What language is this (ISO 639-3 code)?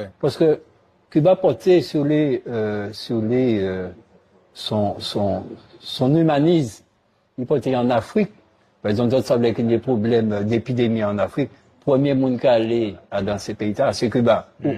gcf